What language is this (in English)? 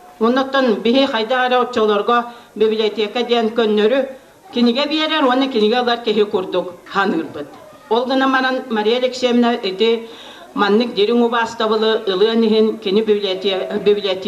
Yakut